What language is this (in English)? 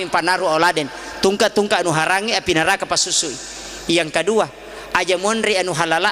Buginese